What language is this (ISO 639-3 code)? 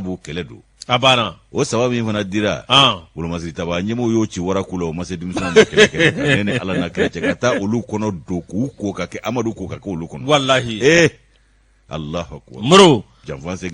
bam